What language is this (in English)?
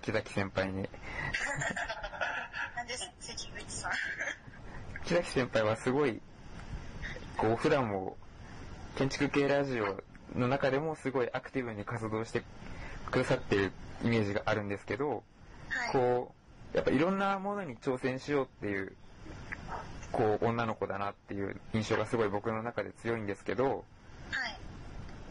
Japanese